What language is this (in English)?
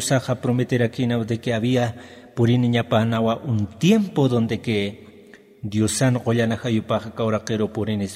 Aymara